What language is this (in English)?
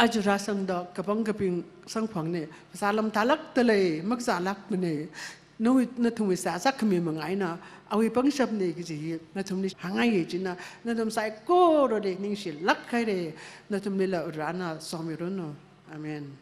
Tangkhul Naga (India)